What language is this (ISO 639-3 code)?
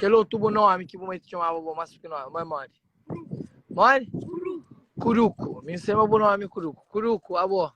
kea